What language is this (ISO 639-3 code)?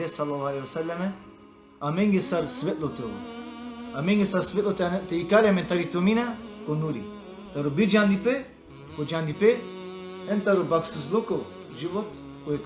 rmn